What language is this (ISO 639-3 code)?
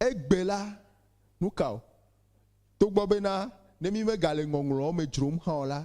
ewe